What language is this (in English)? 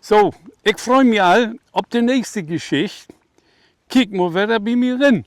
Low German